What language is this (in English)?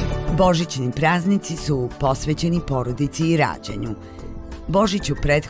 Serbian